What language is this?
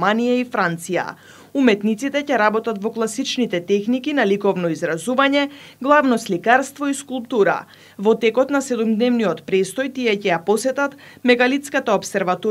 Macedonian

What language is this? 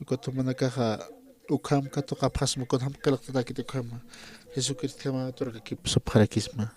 Aymara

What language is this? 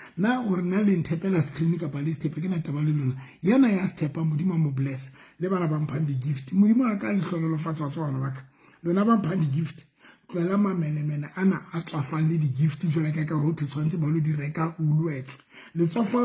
Southern Sotho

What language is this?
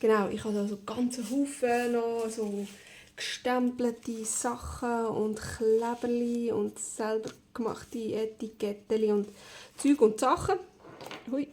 Swiss German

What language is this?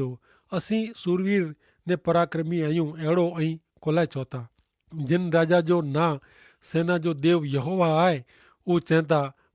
Kachhi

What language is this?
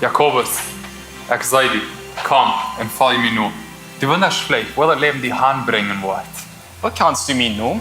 Plautdietsch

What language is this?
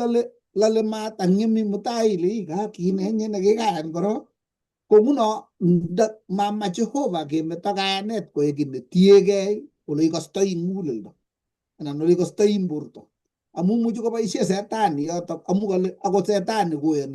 Kalenjin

